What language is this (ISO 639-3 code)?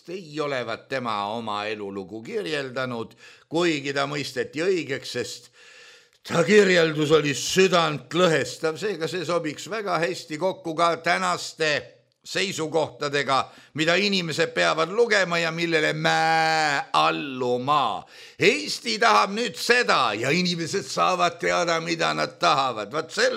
est